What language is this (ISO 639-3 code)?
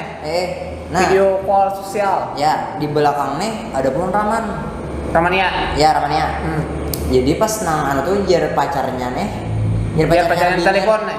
bjn